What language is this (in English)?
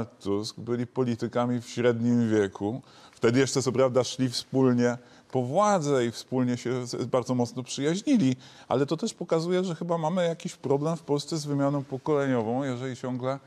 Polish